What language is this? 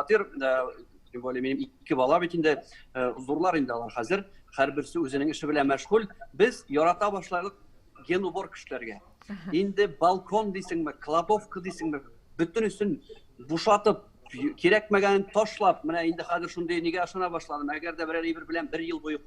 Tatar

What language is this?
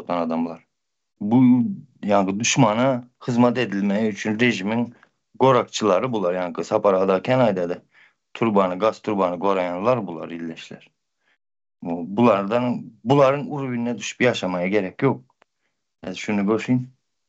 Turkmen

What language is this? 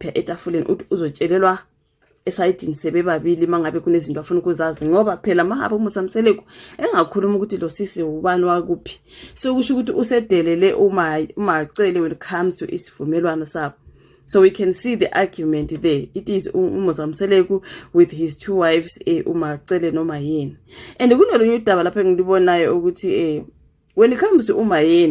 Zulu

